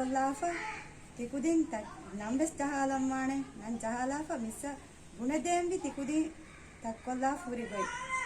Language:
Divehi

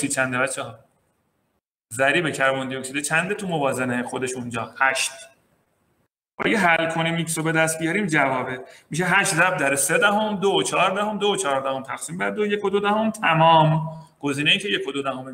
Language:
Persian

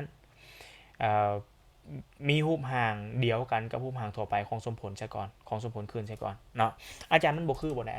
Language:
Lao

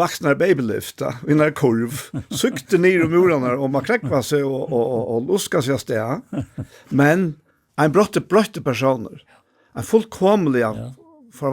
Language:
Faroese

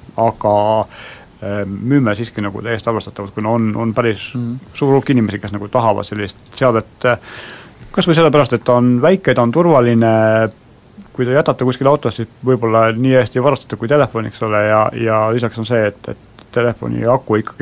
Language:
Estonian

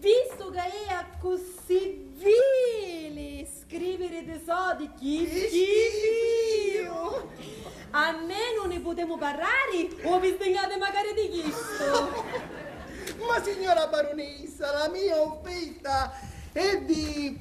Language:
Sicilian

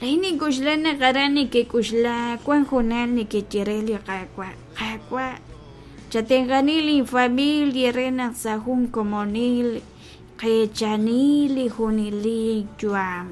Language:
Kekchí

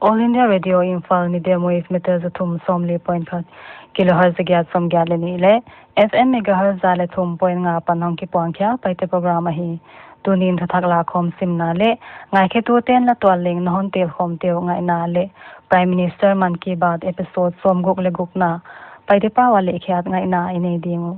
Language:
Paite Chin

